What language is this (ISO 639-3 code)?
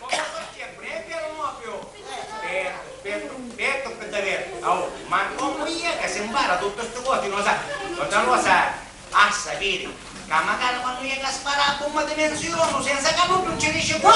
scn